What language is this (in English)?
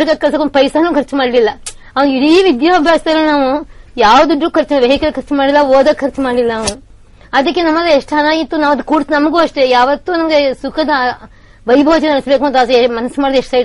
Kannada